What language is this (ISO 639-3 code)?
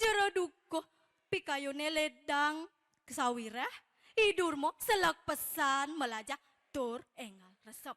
ban